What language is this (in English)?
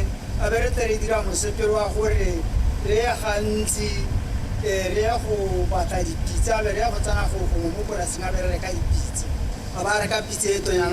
Tswana